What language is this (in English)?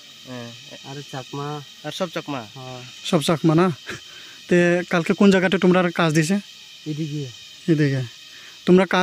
Riang (India)